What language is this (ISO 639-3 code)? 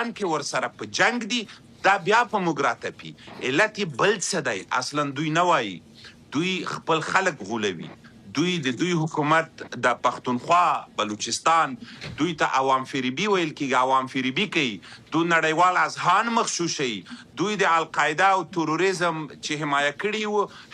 pus